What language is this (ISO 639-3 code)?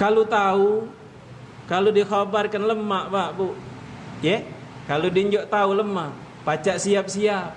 mui